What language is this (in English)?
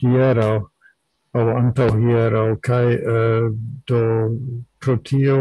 Esperanto